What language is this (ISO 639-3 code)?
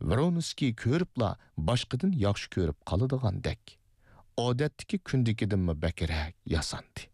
uig